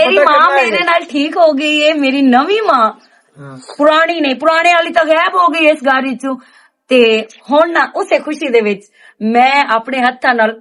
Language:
Western Panjabi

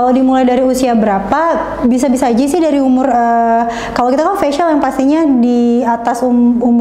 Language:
Indonesian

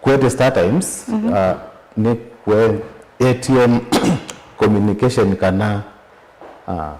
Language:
Kamba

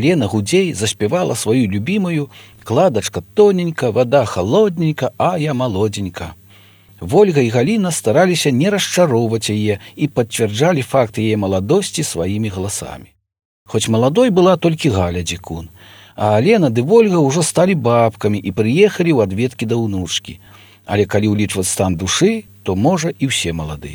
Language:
Belarusian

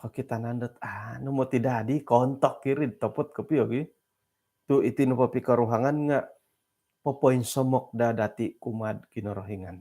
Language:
Central Dusun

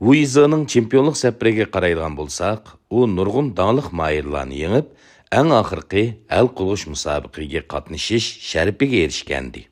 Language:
Uyghur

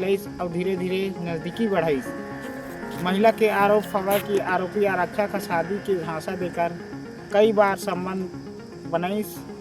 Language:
Chhattisgarhi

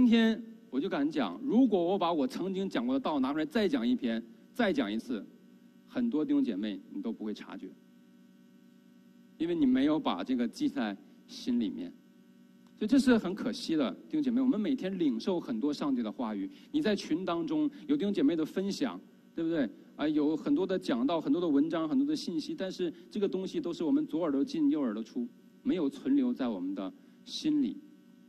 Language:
Chinese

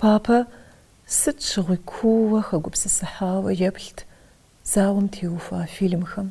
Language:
Kabardian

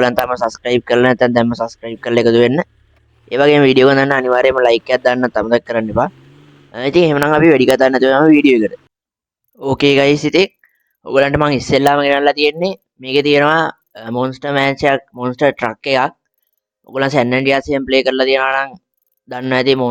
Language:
Sinhala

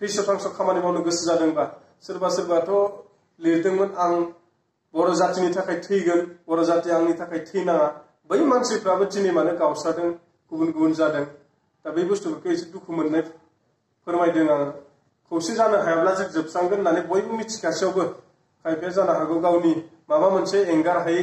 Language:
Bodo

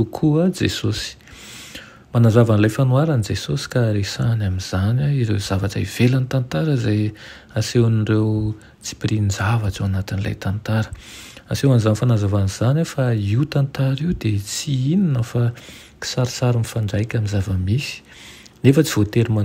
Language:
Malagasy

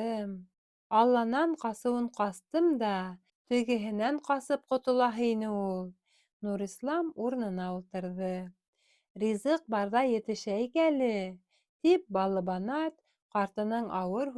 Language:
Bashkir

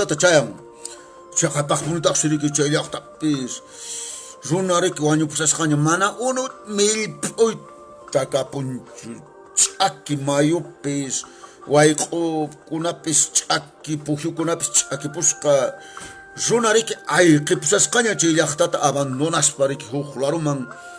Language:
Quechua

